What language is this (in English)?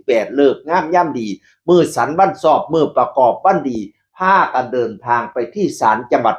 Northeastern Thai